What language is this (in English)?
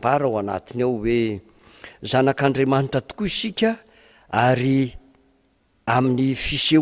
Malagasy